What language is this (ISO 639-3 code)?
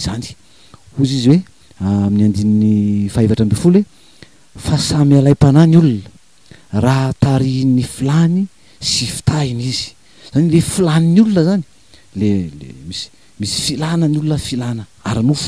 mlg